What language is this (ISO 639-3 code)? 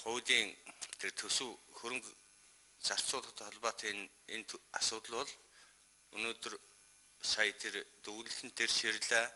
mon